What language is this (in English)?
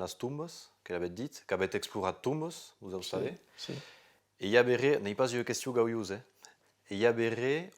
Occitan